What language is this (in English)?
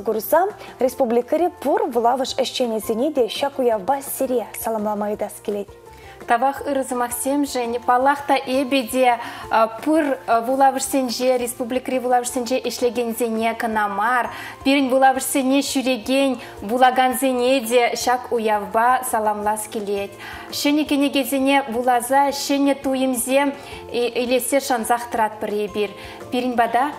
Chuvash